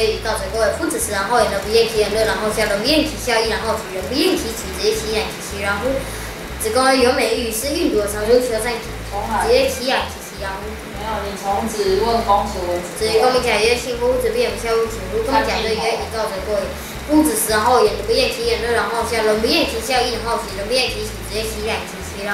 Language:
Literary Chinese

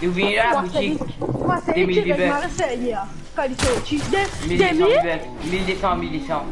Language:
Morisyen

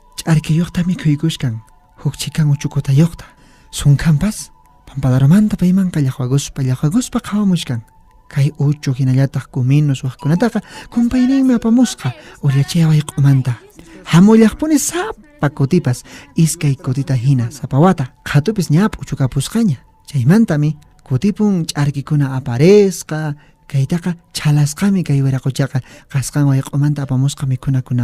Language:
Quechua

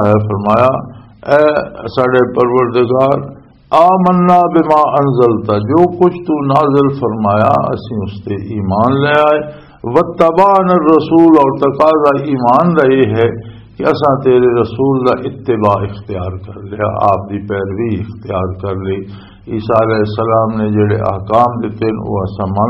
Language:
Western Panjabi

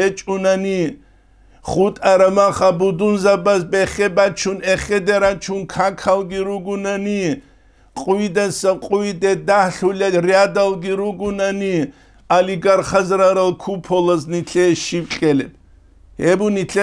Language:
Avaric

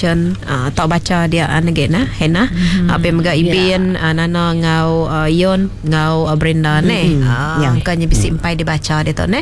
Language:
Iban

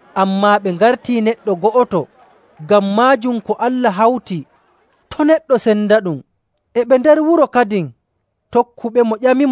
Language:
Nigerian Fulfulde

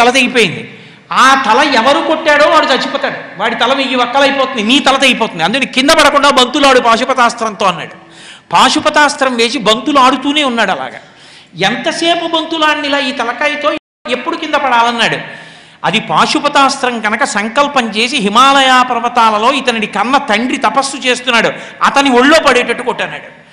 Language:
Telugu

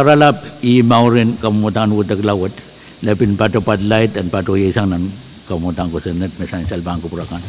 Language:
Pohnpeian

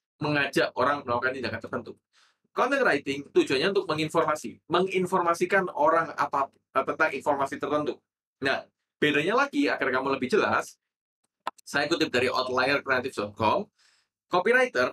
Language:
Indonesian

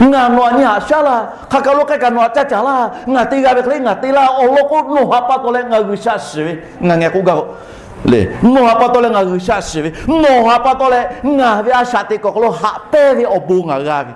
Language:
Lahu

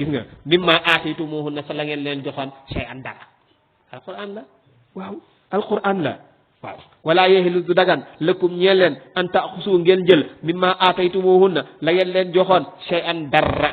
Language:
Wolof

